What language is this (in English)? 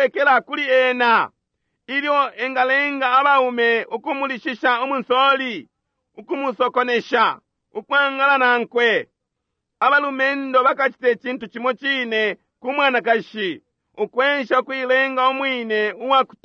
Bemba